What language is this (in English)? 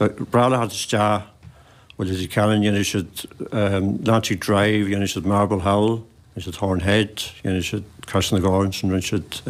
Irish